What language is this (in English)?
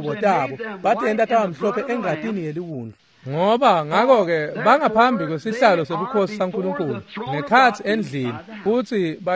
Swati